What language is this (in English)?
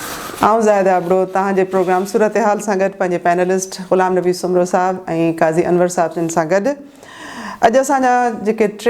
Sindhi